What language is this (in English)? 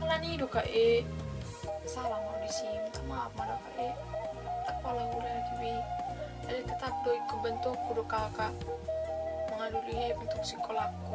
Batak Toba